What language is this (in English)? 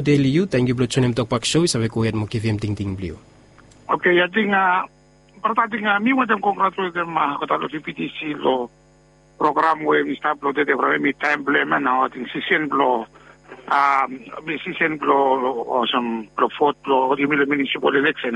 Bislama